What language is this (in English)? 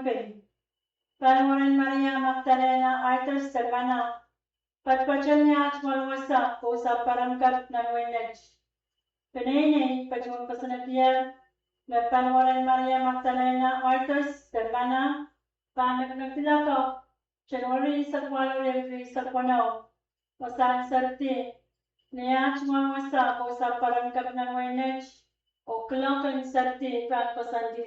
Pohnpeian